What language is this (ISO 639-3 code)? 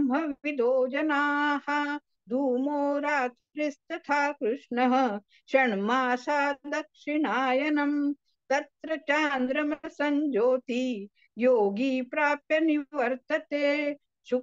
san